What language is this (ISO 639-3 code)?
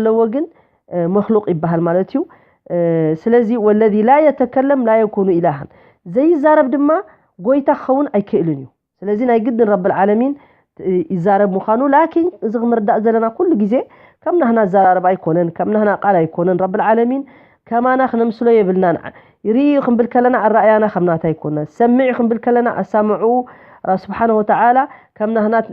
tir